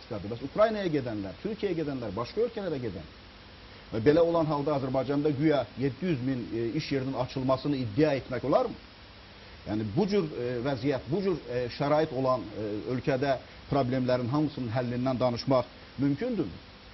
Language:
Azerbaijani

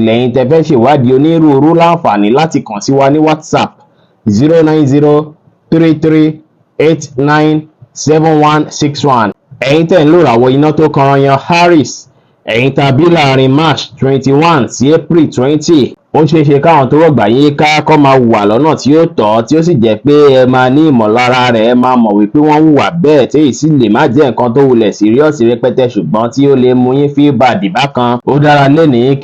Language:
Yoruba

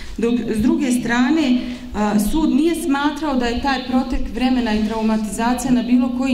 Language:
Bosnian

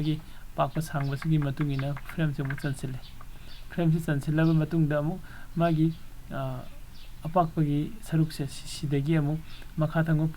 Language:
Manipuri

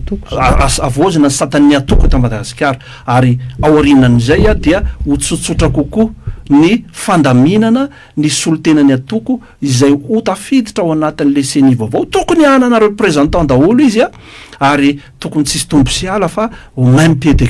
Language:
Malagasy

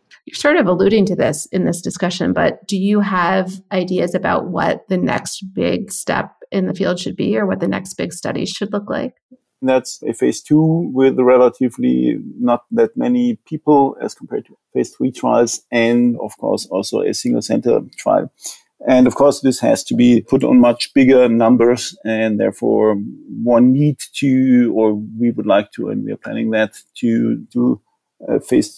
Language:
English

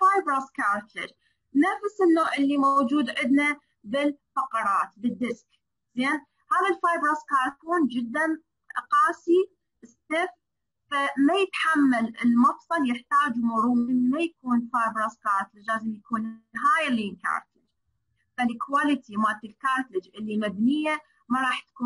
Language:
Mesopotamian Arabic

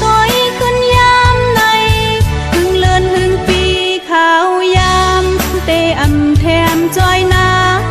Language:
Shan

